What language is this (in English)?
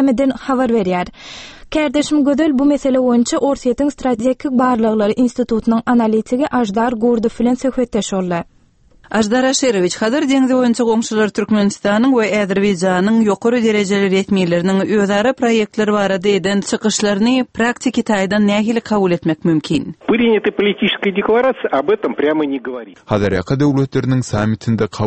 Turkmen